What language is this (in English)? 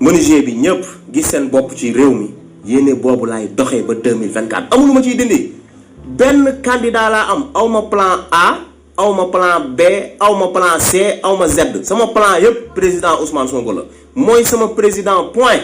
Wolof